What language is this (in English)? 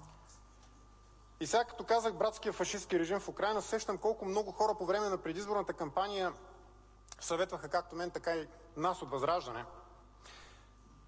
Bulgarian